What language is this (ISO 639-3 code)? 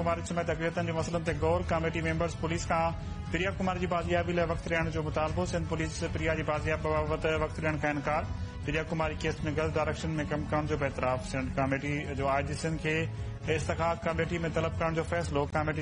snd